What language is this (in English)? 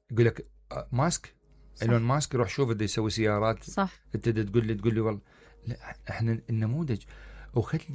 Mesopotamian Arabic